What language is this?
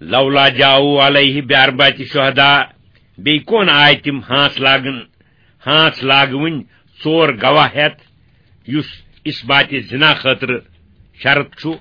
Kashmiri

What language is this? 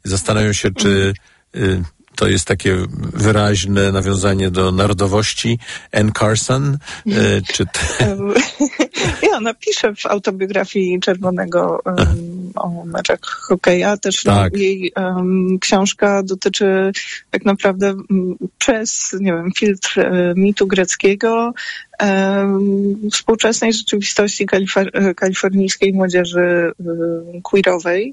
Polish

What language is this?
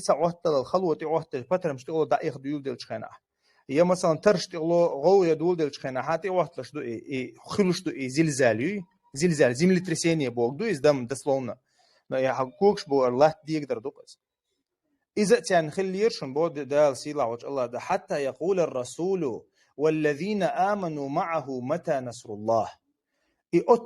Chechen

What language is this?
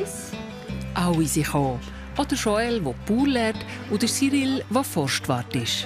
Swiss German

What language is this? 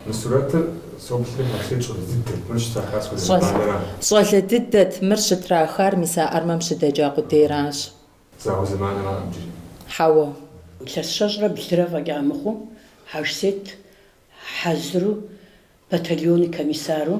Kabardian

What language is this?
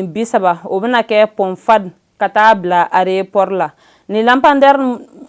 Bambara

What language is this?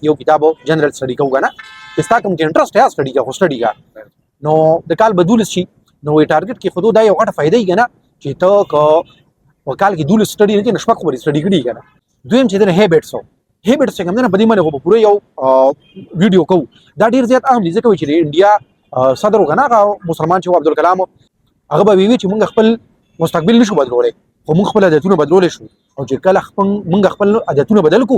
Pashto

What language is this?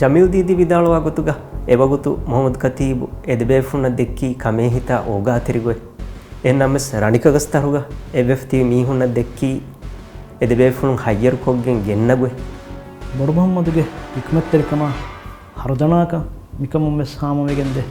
Divehi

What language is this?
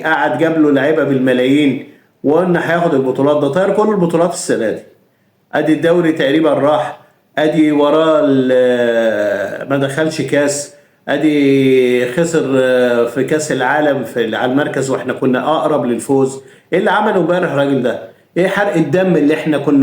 Egyptian Arabic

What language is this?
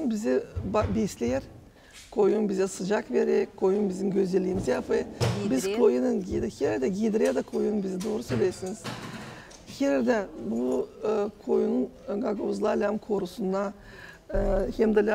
Gagauz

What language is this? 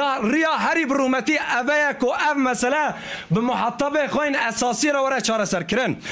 Kurdish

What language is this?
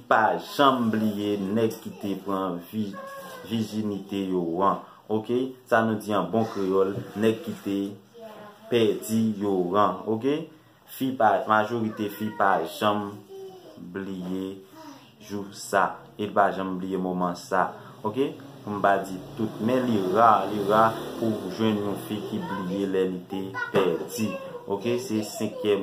Haitian Creole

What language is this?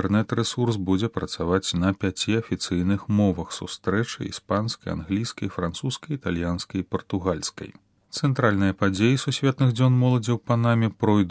Belarusian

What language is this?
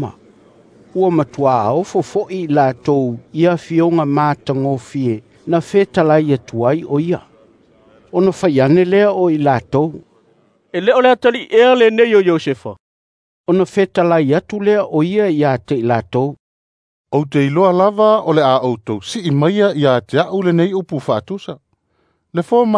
Samoan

